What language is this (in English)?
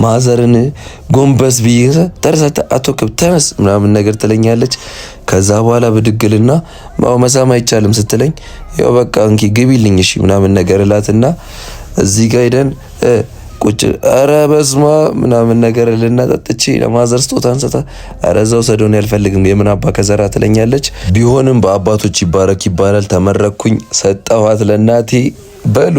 Amharic